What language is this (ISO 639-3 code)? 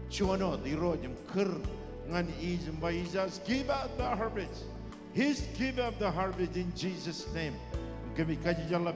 mah